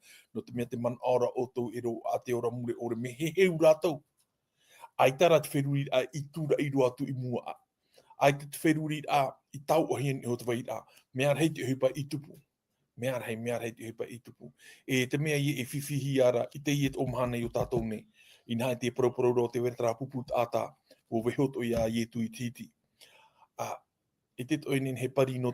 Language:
Tahitian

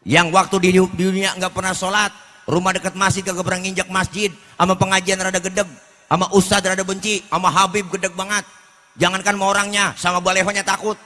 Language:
Betawi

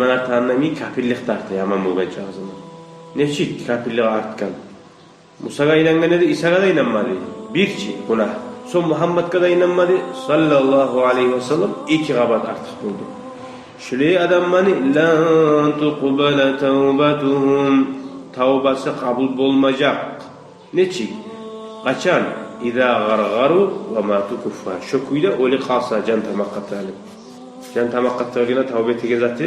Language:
Kumyk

